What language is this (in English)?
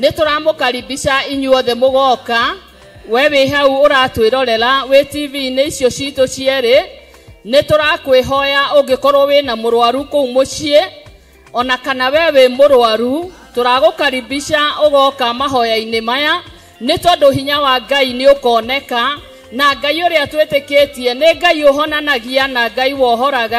Kikuyu